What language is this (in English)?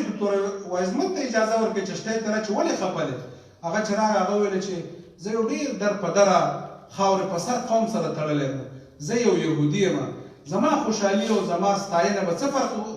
Pashto